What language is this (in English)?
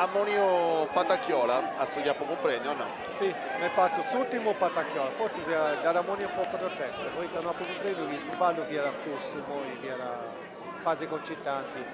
Sardinian